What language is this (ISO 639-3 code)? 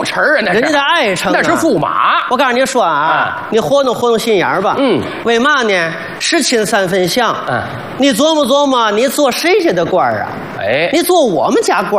zho